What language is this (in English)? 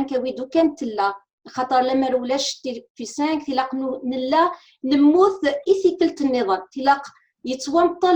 Kabyle